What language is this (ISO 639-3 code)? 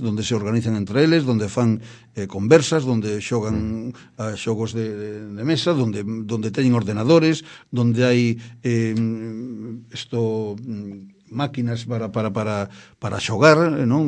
glg